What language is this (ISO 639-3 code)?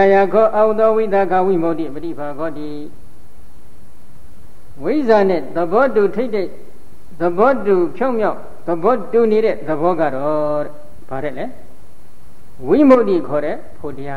mya